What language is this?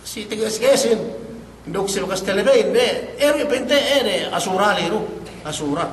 Yakan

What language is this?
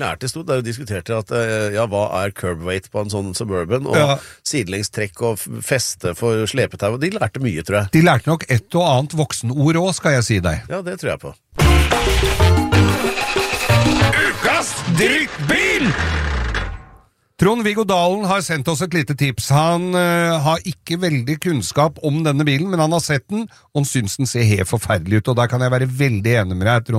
Norwegian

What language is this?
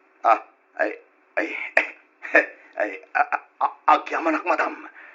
Iloko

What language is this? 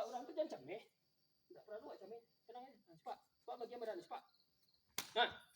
Minangkabau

